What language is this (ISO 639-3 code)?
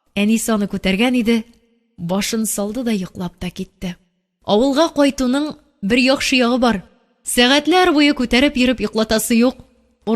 tat